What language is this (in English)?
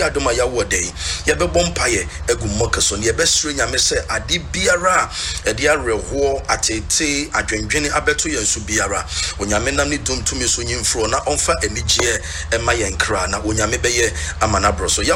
Akan